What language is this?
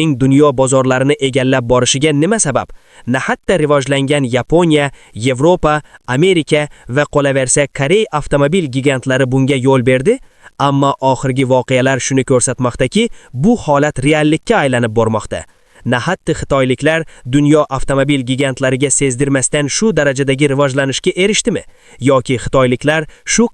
Uzbek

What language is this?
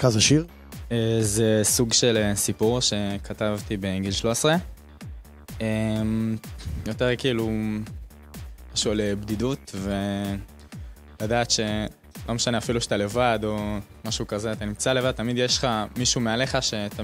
Hebrew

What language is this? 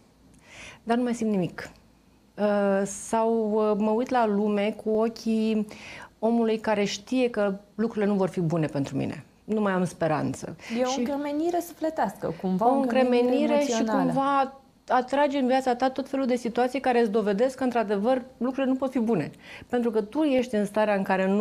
Romanian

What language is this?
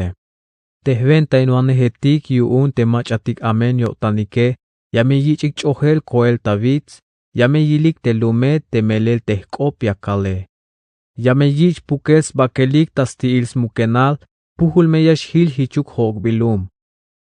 Tzeltal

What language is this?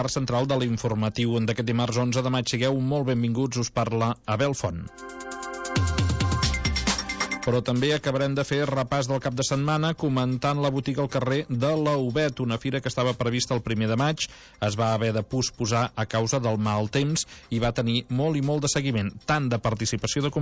Catalan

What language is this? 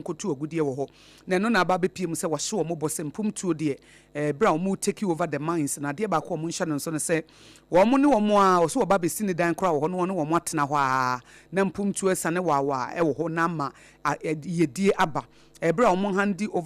Akan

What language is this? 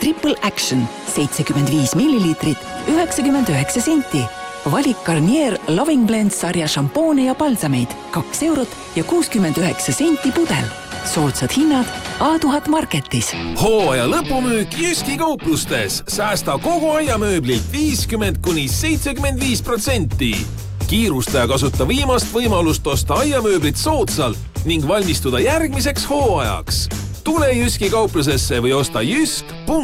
Estonian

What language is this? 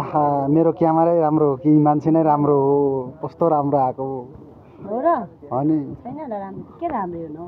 Nepali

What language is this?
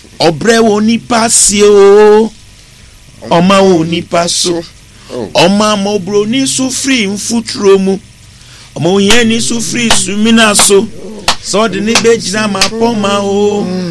Akan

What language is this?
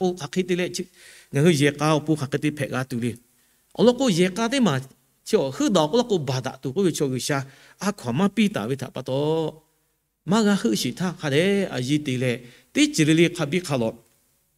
Lahu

